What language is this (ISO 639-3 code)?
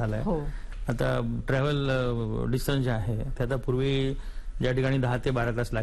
mar